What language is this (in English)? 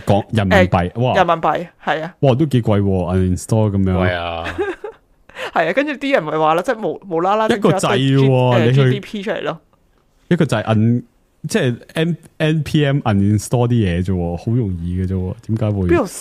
Cantonese